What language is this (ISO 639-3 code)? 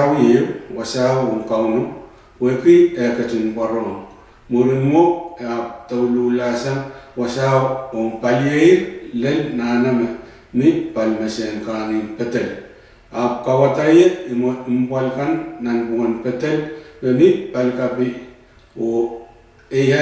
pon